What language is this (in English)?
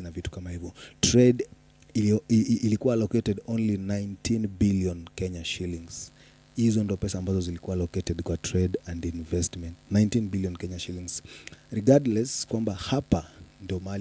Swahili